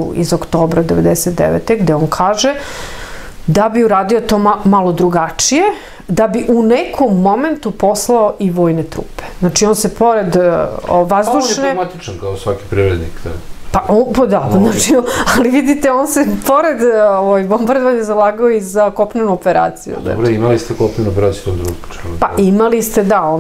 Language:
Serbian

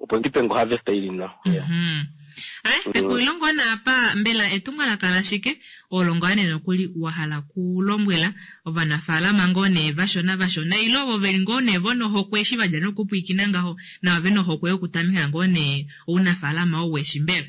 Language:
Kuanyama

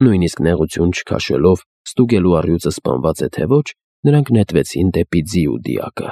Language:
Armenian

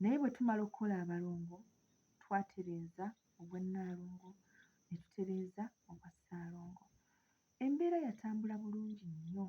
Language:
Ganda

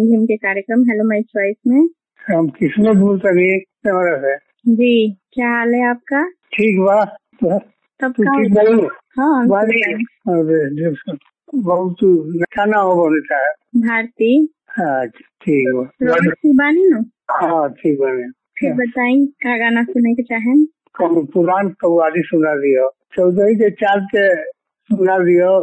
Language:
Bhojpuri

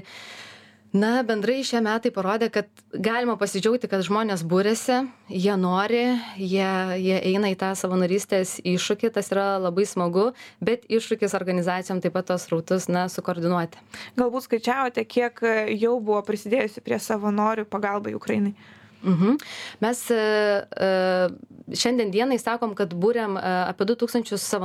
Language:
Lithuanian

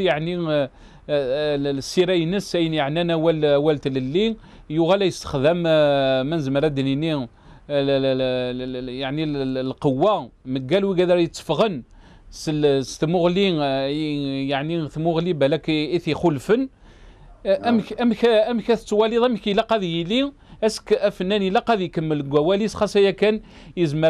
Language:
Kabyle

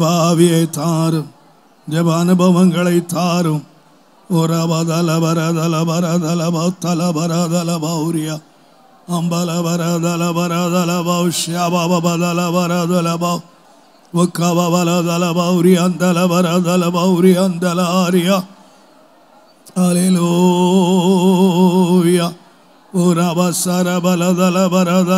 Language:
Tamil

